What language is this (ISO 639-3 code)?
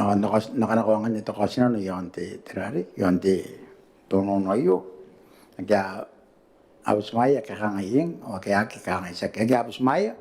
gil